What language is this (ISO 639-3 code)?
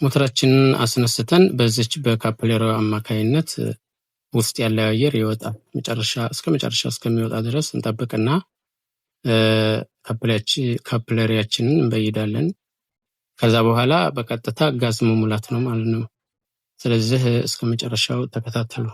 amh